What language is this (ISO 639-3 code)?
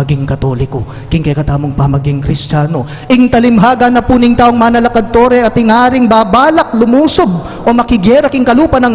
pam